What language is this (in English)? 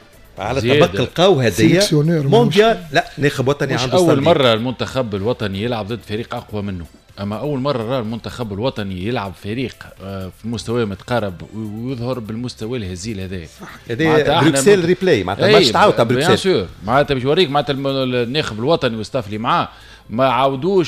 Tunisian Arabic